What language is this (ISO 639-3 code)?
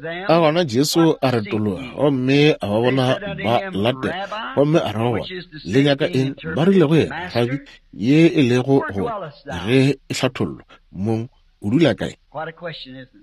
nso